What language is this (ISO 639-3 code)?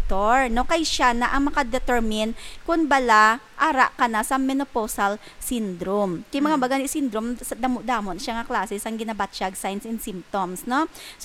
hil